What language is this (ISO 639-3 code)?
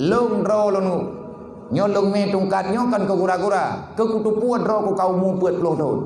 ace